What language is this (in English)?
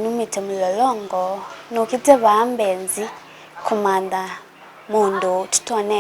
Kamba